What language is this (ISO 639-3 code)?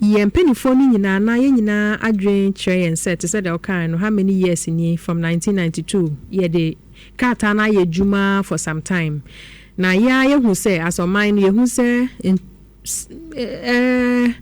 aka